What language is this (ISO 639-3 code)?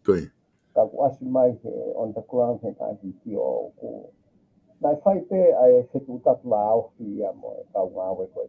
ton